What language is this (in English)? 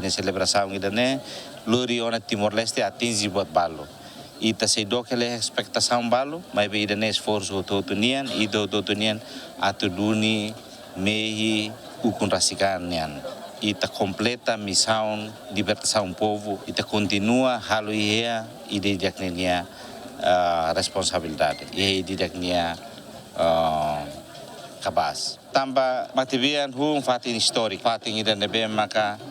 Tetum